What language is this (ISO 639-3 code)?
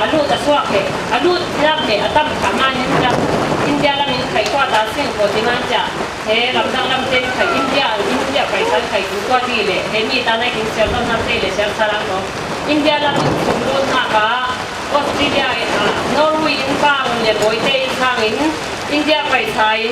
cfm